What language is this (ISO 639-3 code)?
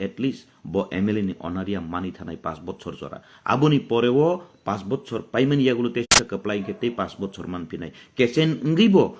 trp